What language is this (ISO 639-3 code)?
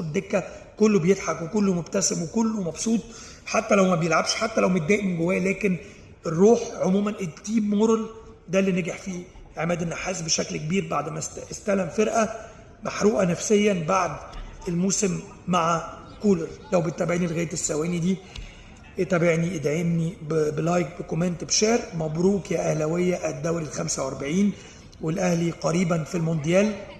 arz